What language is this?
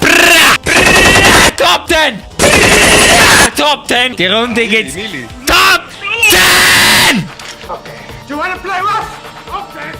Swiss German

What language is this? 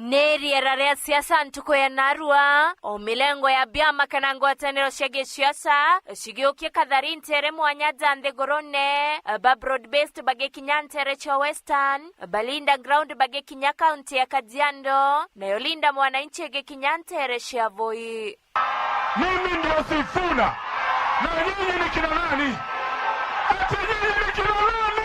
Meru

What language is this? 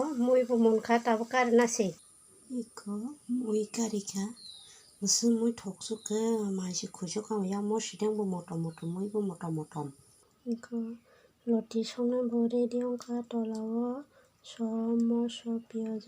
Kok Borok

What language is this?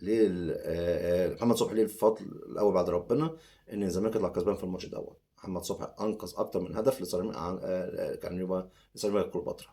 Egyptian Arabic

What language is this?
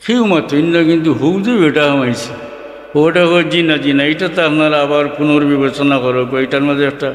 Sylheti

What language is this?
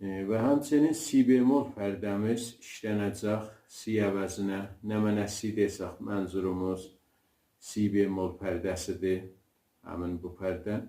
South Azerbaijani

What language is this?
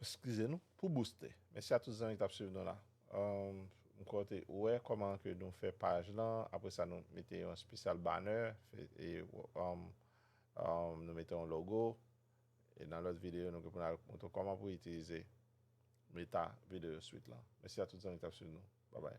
Haitian Creole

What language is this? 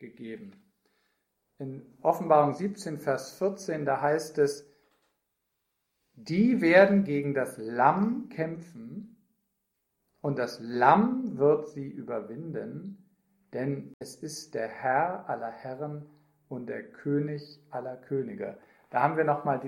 German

